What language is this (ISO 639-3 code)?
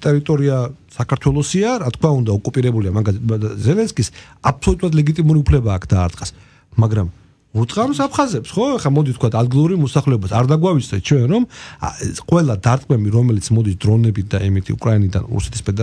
kat